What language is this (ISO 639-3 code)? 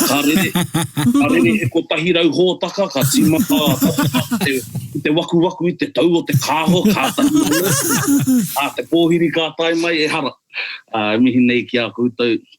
mri